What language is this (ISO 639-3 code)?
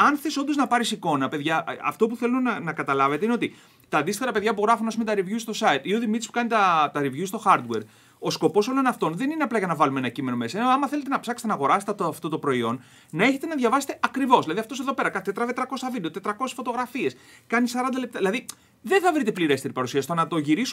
ell